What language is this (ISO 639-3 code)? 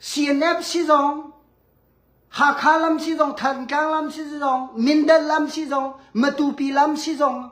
cnh